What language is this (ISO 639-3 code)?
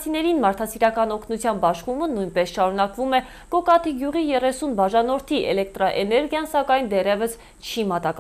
hye